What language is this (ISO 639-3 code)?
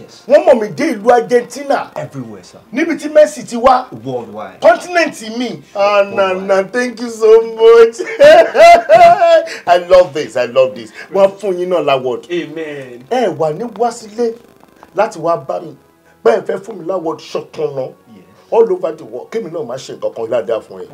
yor